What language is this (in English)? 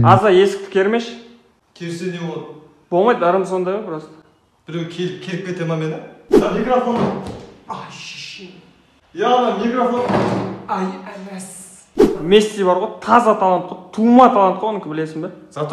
Kazakh